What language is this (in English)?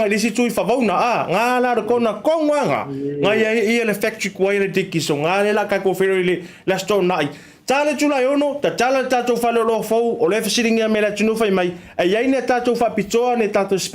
Samoan